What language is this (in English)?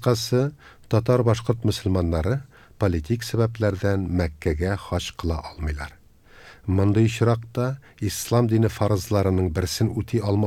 Tatar